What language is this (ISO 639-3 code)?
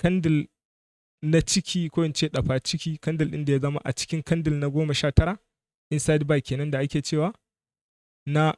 hau